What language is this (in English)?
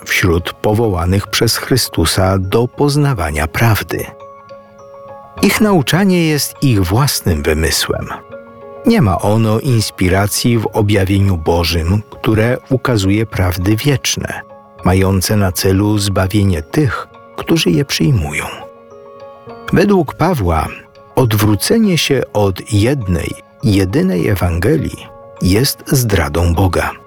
Polish